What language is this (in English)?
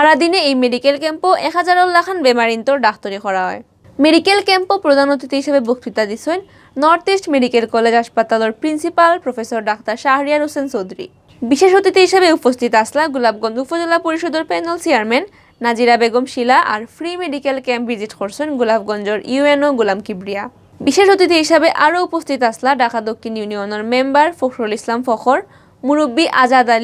Sylheti